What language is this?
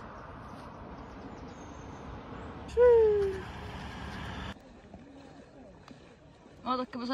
Estonian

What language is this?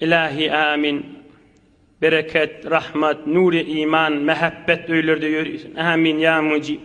Turkmen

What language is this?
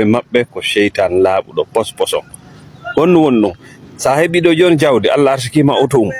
Fula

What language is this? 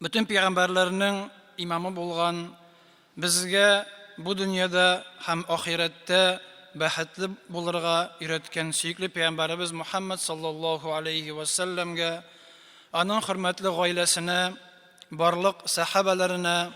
Tatar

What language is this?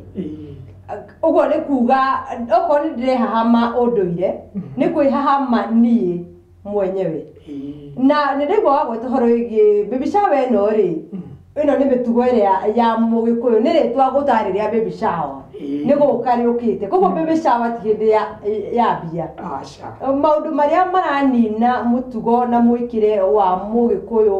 Kikuyu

